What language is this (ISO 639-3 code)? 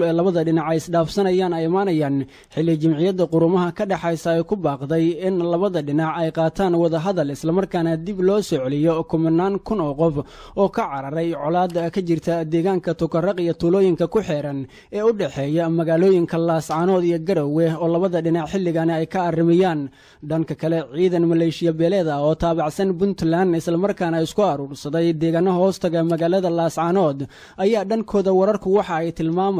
som